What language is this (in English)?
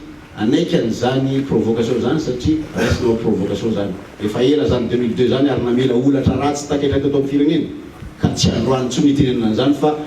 Malagasy